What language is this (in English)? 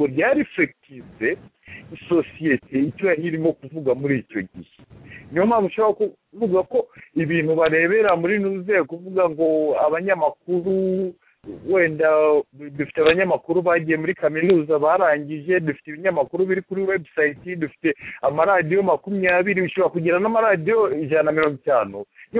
Kinyarwanda